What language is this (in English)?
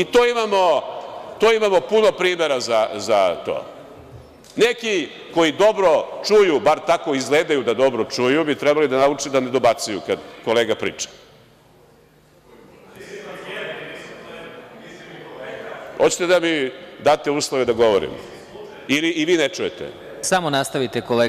Serbian